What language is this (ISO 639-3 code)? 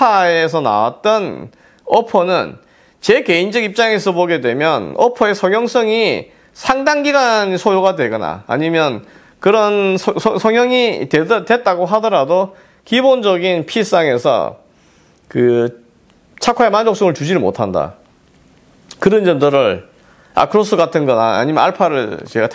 kor